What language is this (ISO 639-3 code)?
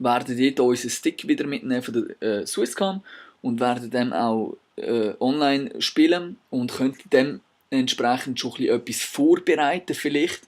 gsw